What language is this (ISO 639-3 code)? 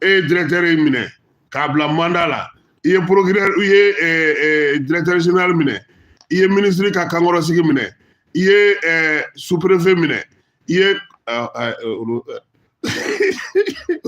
bam